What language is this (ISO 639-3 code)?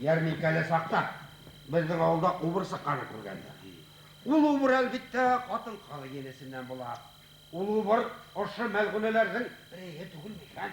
bak